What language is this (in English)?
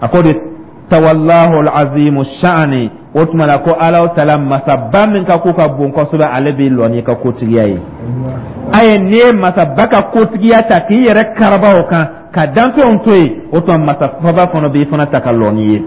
Dyula